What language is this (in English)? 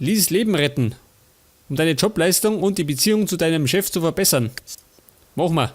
Bavarian